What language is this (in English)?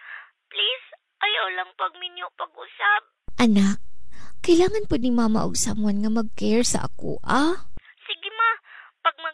Cebuano